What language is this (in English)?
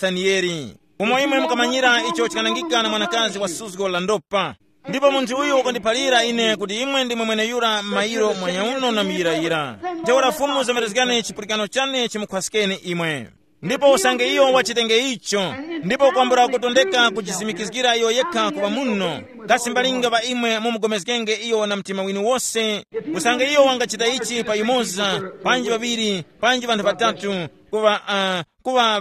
Tumbuka